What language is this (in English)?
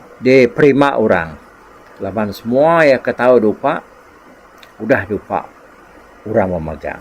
Iban